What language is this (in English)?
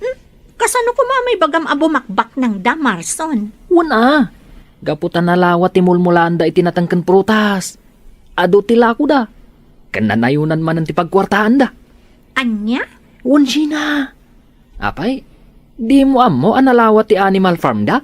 Iloko